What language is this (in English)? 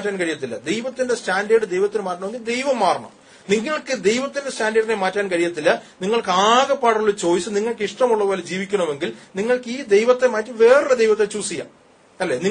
Malayalam